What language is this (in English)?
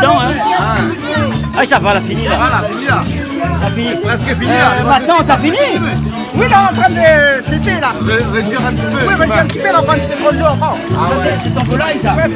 Réunion Creole French